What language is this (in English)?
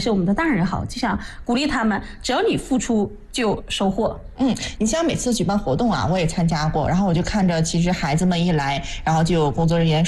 Chinese